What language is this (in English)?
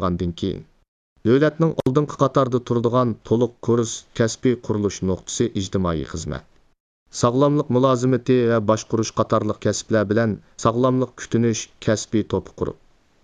Uyghur